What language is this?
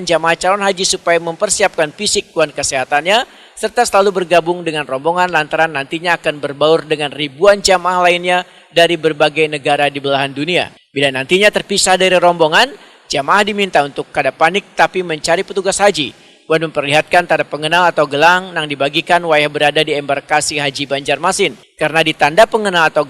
Banjar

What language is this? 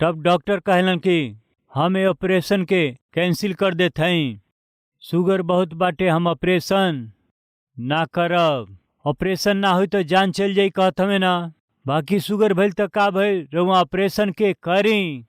Bhojpuri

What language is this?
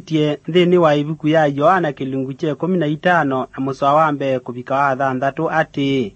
Kamba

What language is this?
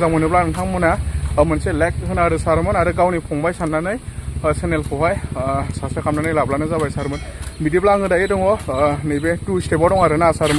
Bodo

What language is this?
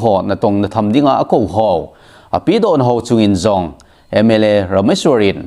Thado Chin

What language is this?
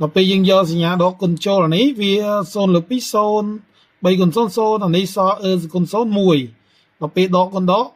Khmer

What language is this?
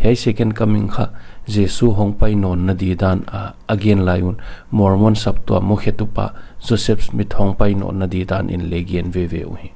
Paite Chin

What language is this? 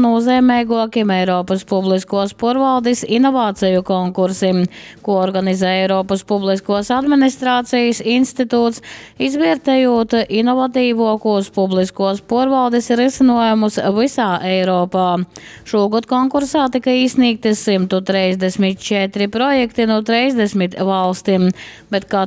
Latgalian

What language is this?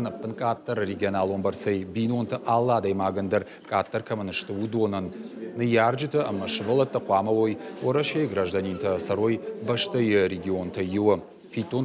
Ossetic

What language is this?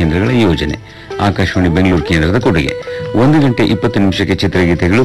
Kannada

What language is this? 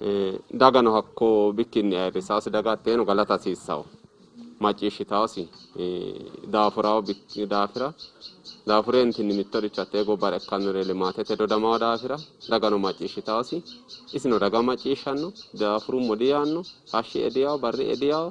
Sidamo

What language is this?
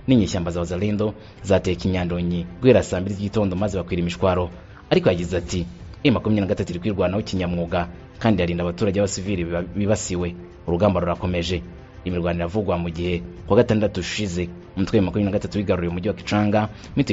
Kinyarwanda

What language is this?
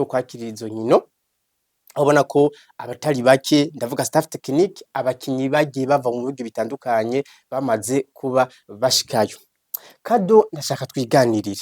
Rundi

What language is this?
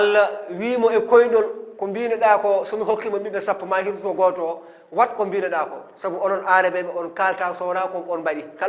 Fula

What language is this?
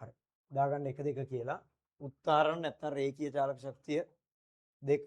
Sinhala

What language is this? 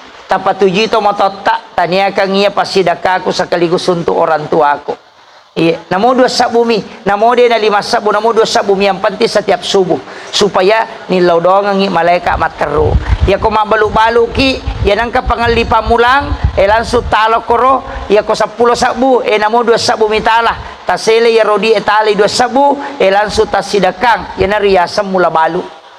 Buginese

